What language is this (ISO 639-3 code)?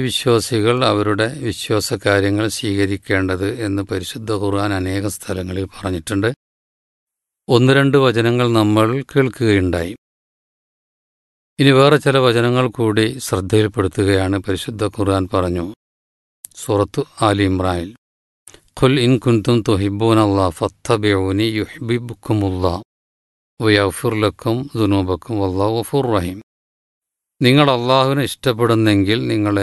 mal